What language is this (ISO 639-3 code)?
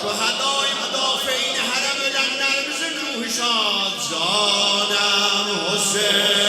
azb